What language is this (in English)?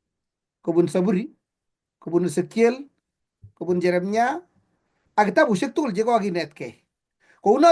Kalenjin